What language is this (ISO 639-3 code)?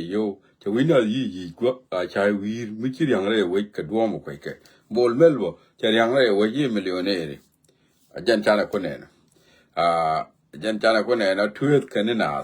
nus